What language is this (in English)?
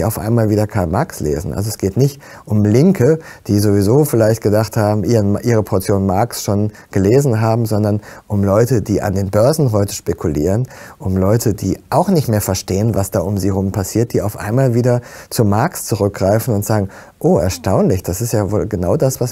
German